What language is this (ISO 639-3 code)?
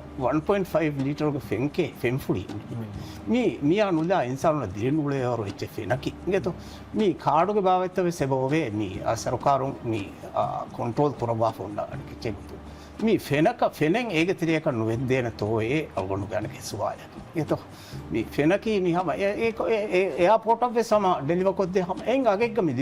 div